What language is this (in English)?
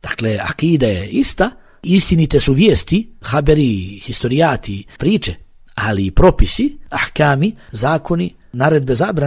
Bosnian